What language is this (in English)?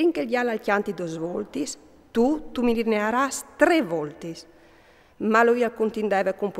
Friulian